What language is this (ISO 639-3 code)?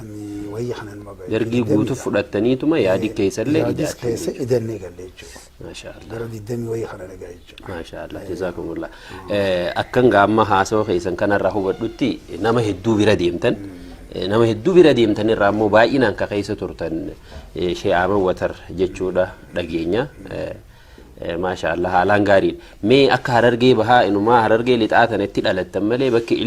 orm